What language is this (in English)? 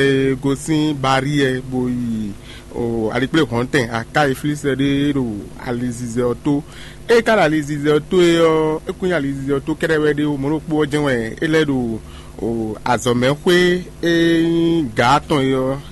Fon